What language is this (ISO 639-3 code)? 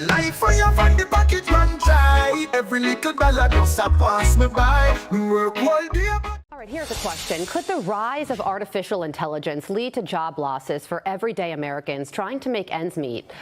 jam